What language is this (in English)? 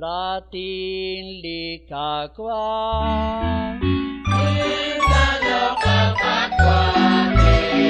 Kekchí